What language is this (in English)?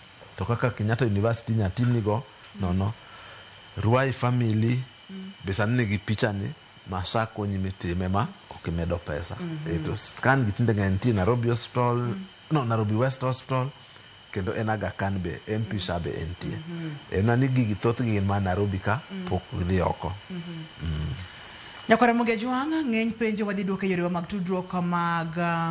Luo (Kenya and Tanzania)